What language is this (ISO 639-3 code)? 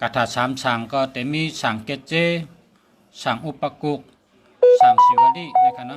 shn